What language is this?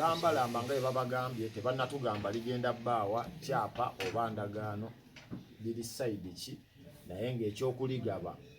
Ganda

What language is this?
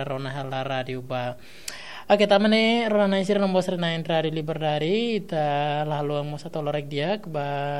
Tetum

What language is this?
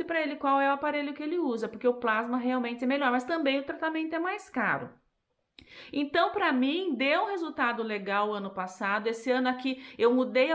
Portuguese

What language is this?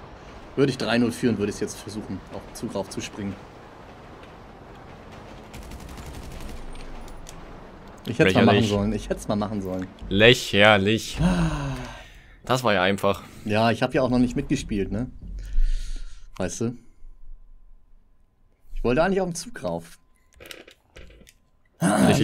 German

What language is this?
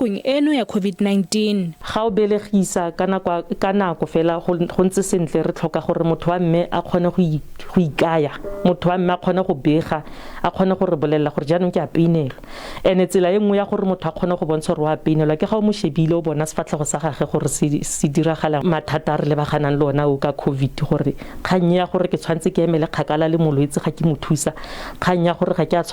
Tswana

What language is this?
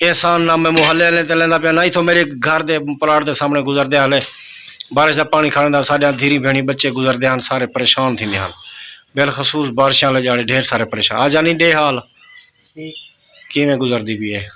Saraiki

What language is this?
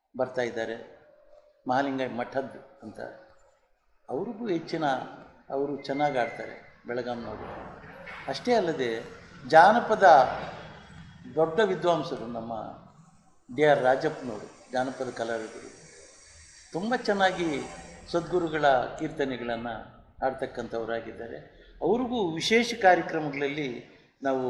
Kannada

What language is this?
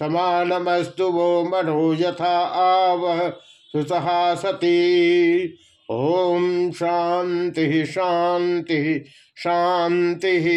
Sanskrit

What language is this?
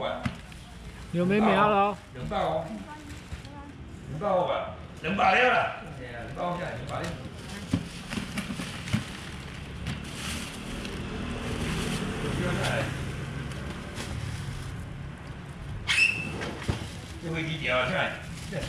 Chinese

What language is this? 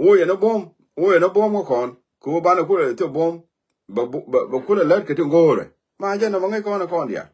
Nuer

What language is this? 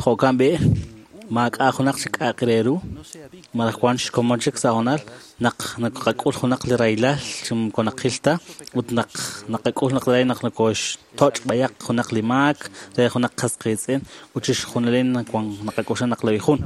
Kekchí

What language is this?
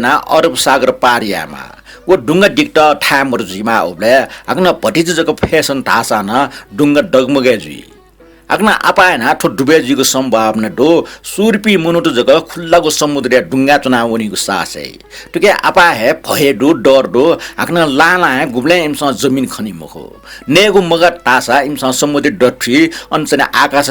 Newari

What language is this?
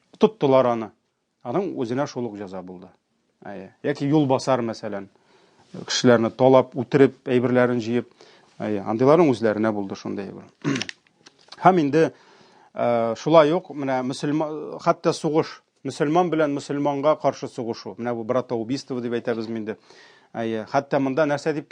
Tatar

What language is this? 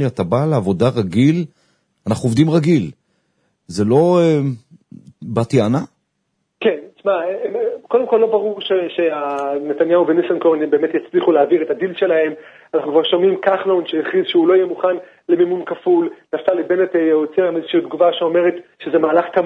Hebrew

